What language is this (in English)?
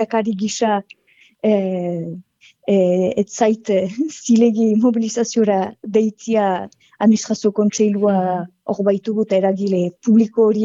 Basque